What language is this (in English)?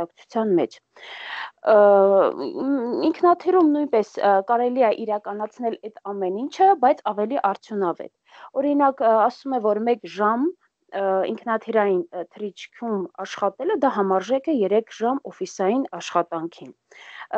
Armenian